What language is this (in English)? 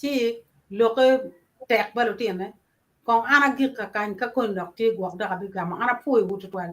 Acoli